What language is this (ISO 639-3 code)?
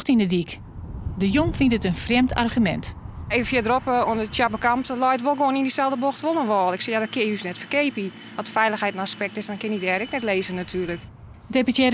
fry